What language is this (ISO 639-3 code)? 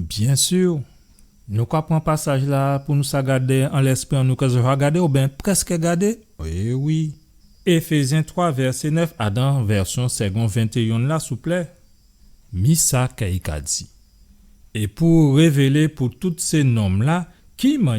gcf